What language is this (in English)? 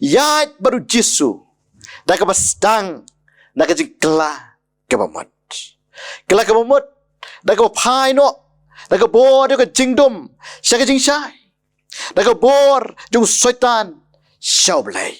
Khasi